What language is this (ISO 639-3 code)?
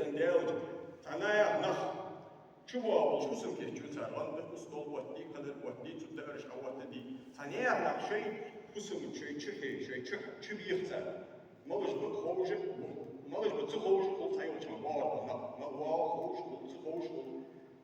inh